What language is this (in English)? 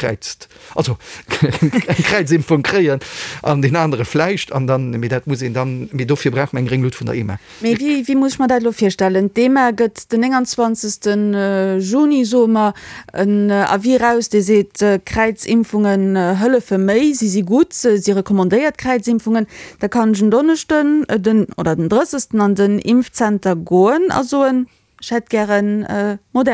Luxembourgish